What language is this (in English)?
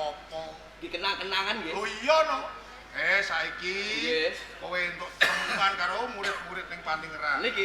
Javanese